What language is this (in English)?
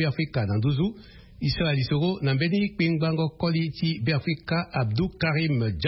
Sango